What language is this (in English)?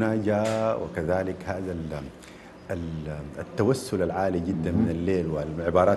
Arabic